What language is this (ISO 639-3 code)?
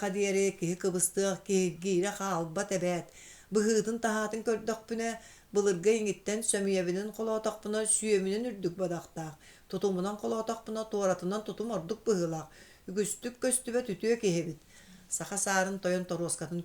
sah